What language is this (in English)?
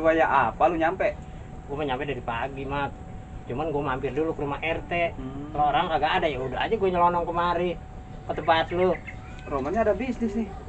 Betawi